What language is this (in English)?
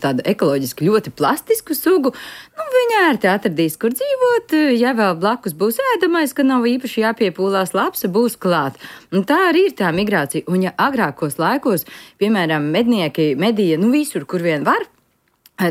Latvian